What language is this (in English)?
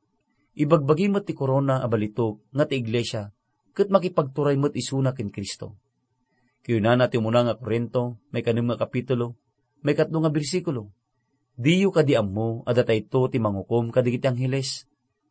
Iloko